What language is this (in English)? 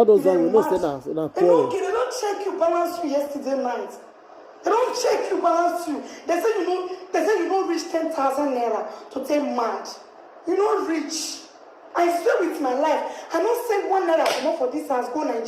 Nigerian Pidgin